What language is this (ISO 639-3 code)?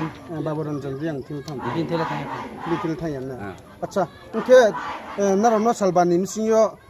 ria